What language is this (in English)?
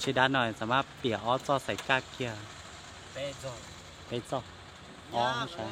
Hmong